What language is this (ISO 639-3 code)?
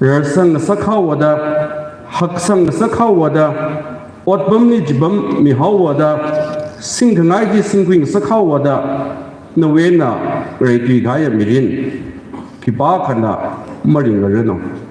nmf